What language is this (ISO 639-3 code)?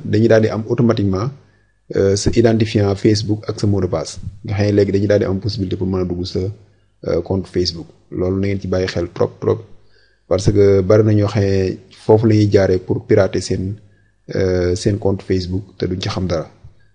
wol